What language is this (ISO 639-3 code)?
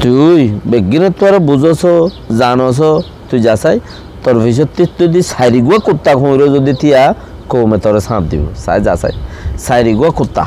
rhg